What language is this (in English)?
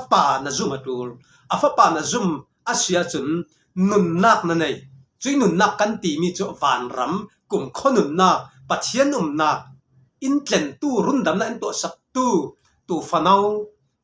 Falam Chin